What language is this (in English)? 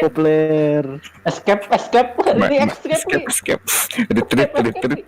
Banjar